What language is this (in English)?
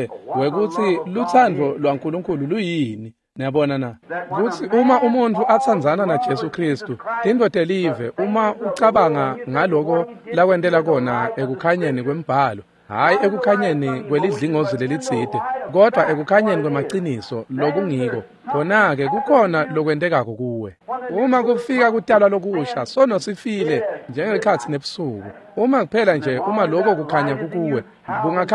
Swati